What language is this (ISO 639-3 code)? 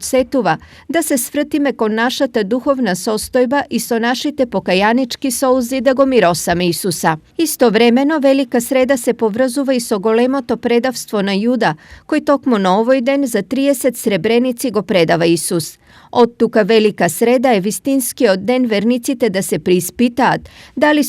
mkd